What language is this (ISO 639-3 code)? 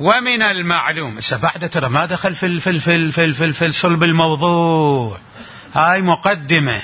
acm